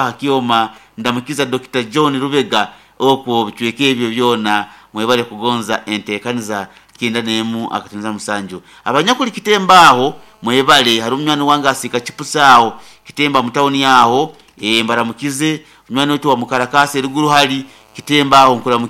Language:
Nyoro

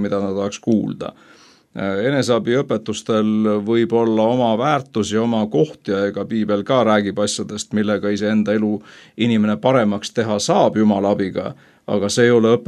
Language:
Estonian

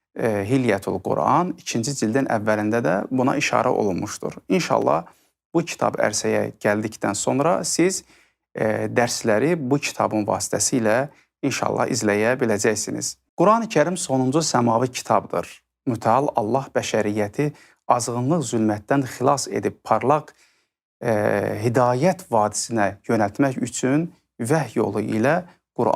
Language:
Azerbaijani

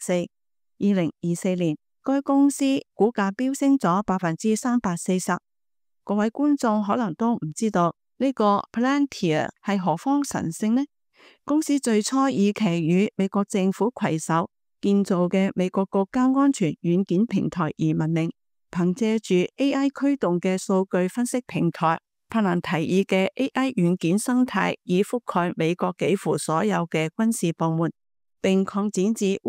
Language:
Cantonese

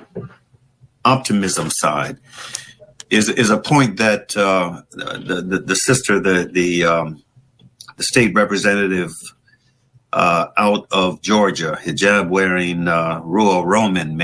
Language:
English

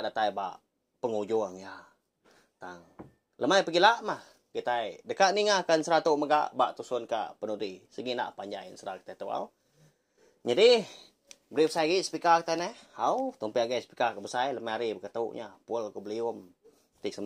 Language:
Iban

